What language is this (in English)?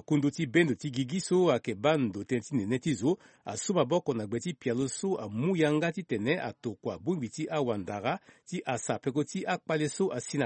Sango